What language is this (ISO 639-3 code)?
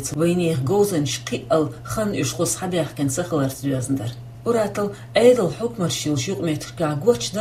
che